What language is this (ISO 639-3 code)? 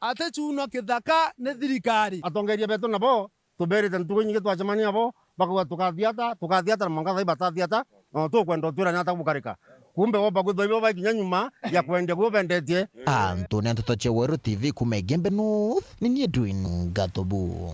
mer